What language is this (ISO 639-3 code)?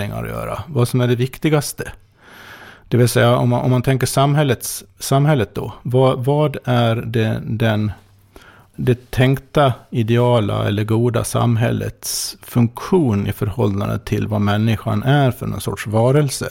swe